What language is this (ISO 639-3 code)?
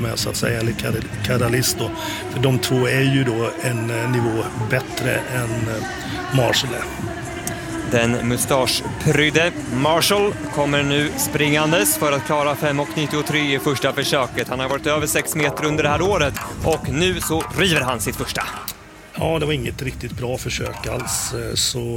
swe